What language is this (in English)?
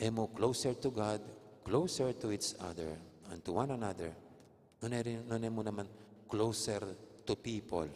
Pampanga